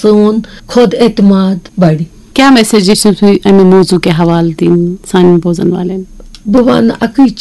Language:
Kashmiri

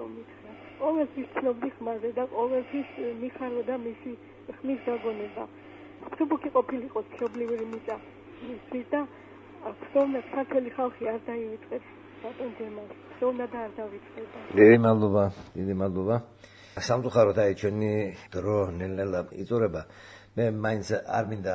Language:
Georgian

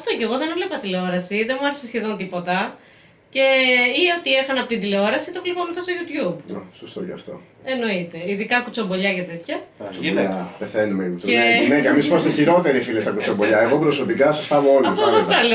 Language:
Greek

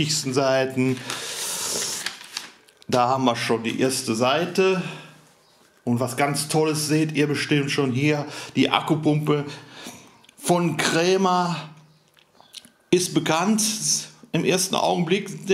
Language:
German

